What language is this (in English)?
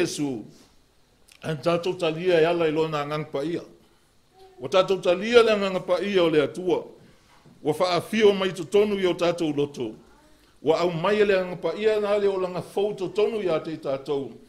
Samoan